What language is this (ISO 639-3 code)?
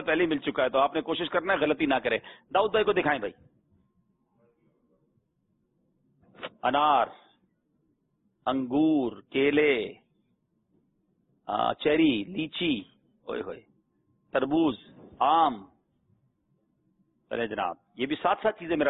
urd